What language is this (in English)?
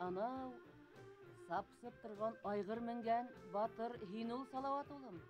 Bashkir